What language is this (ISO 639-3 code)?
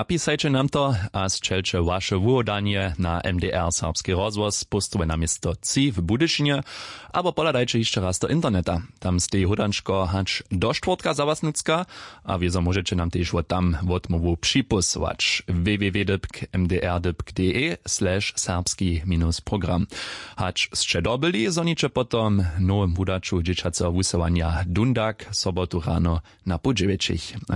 hsb